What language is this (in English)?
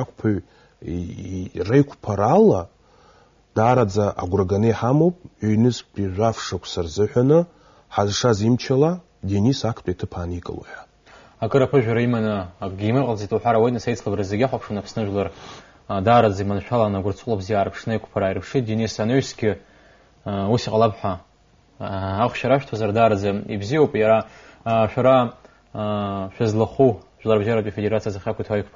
Abkhazian